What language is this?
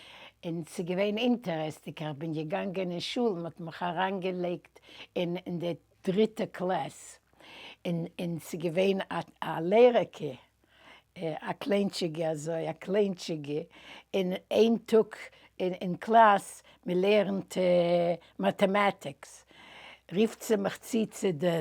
Yiddish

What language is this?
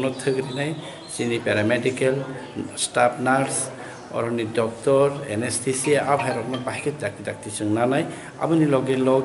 Kok Borok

